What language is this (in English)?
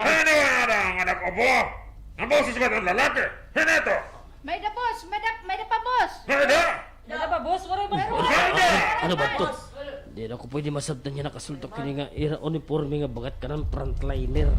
Waray